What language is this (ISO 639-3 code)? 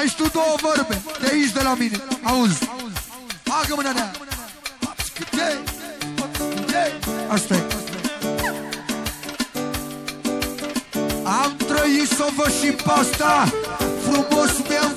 ron